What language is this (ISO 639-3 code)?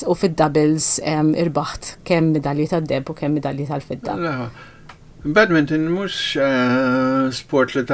mlt